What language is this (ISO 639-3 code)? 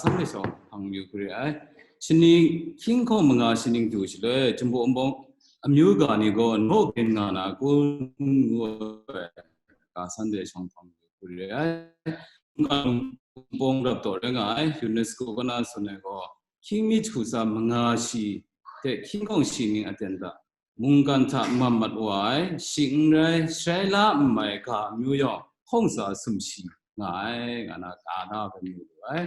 kac